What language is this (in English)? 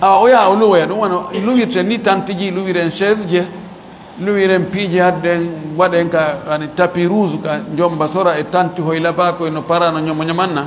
Fula